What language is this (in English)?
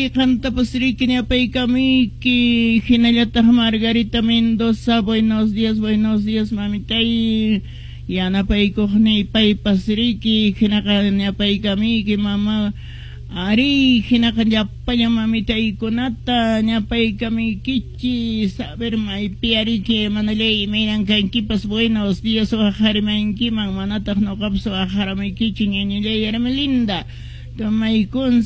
Quechua